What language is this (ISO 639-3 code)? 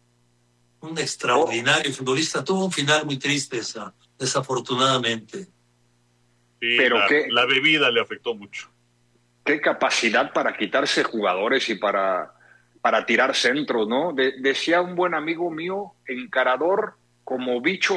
spa